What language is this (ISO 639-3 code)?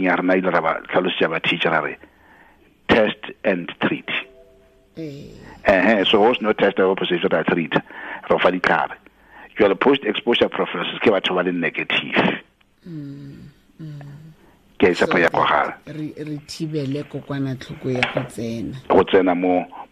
tsn